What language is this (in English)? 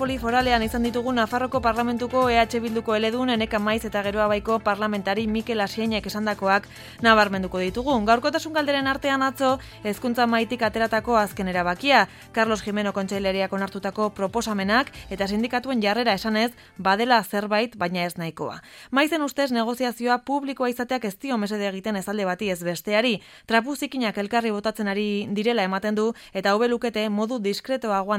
Basque